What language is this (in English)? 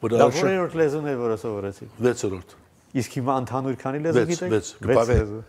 Armenian